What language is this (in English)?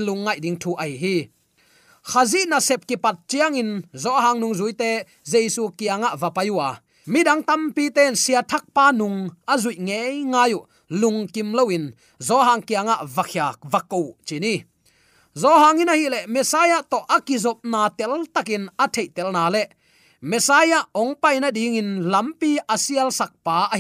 Tedim Chin